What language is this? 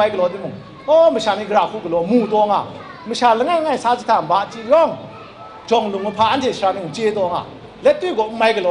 Kachin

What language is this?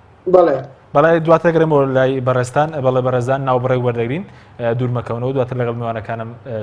Central Kurdish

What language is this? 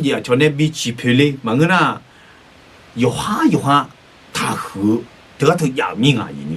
Akha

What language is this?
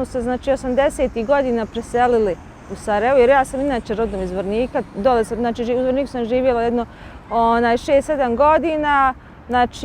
Bosnian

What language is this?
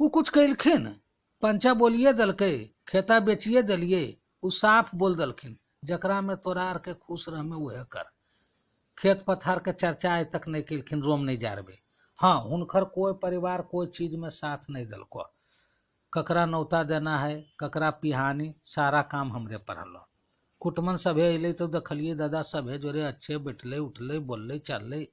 Magahi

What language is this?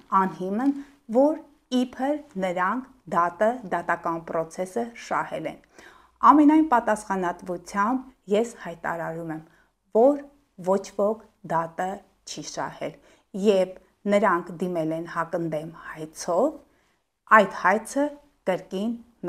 Armenian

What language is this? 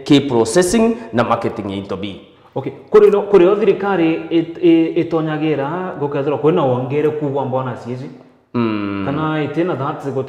Meru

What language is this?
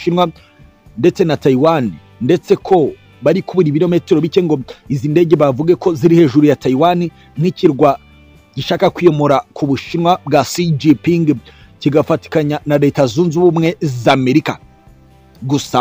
Kinyarwanda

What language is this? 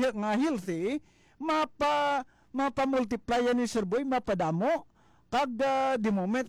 Hiligaynon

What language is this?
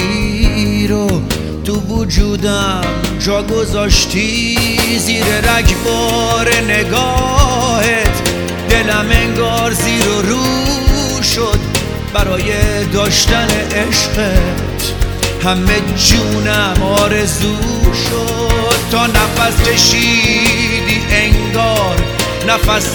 Persian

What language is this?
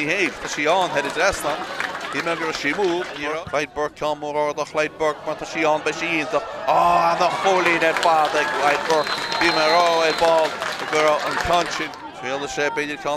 Irish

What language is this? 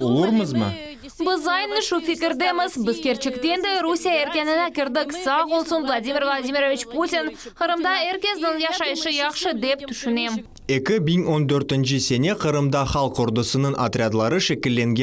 Crimean Tatar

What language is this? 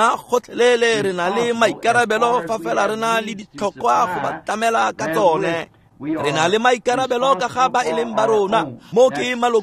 Tswana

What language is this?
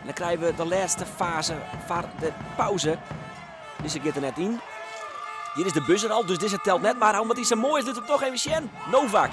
Western Frisian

